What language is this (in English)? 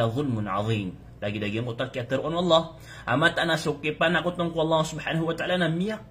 Maranao